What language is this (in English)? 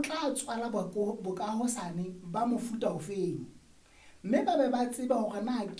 Southern Sotho